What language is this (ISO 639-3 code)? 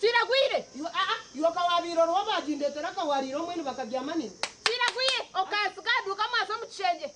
nyn